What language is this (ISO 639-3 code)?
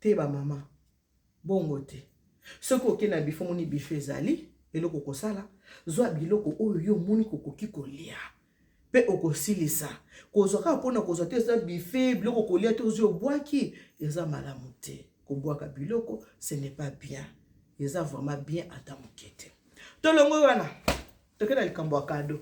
lin